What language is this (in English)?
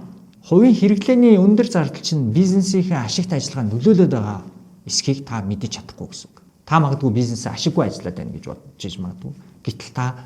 Mongolian